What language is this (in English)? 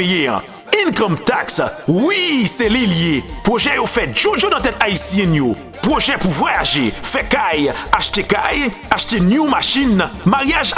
Haitian Creole